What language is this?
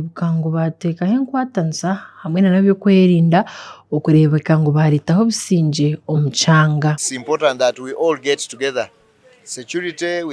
Nyankole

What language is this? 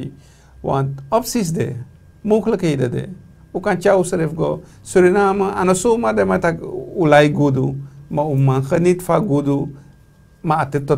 Sranan Tongo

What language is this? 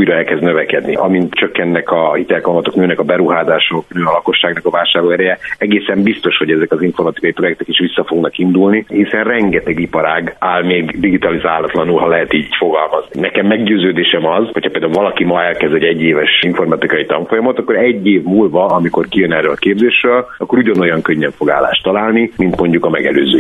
Hungarian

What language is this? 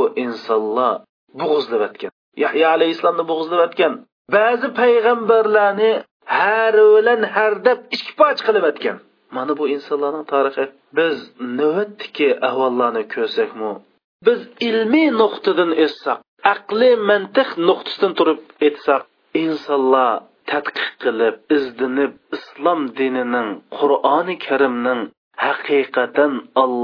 Uyghur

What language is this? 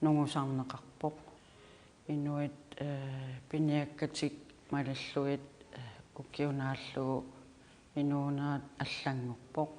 Kalaallisut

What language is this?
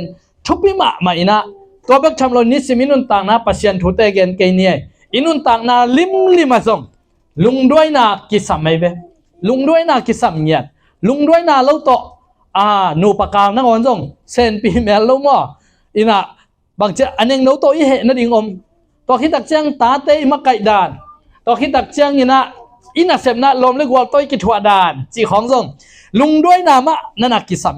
Tedim Chin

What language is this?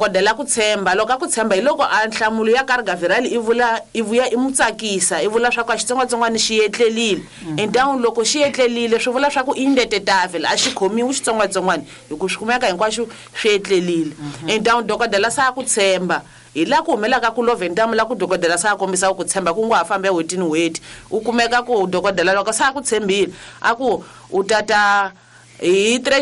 Tsonga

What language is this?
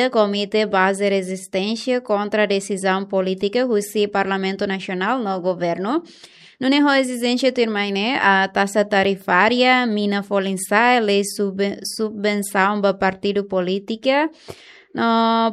Tetum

